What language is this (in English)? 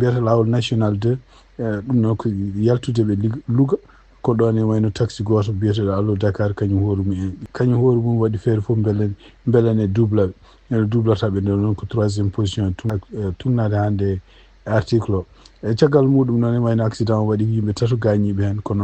Fula